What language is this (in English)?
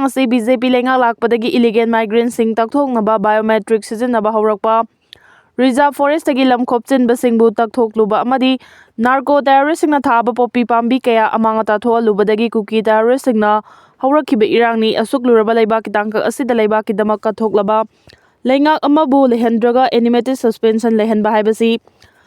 Manipuri